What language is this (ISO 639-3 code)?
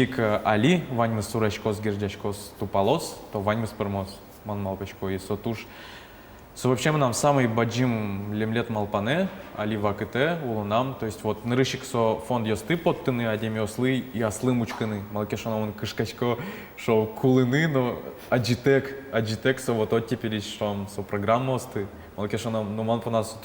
udm